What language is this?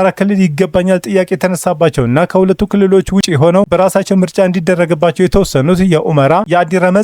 Amharic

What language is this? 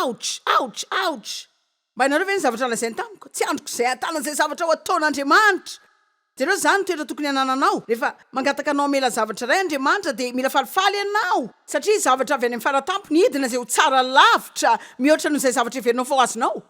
Malagasy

